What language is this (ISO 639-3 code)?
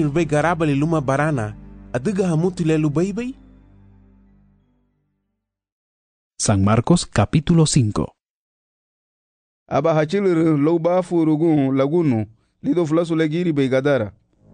cab